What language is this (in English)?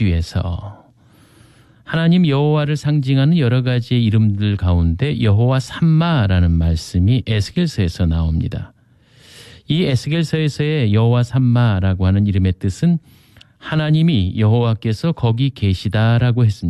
Korean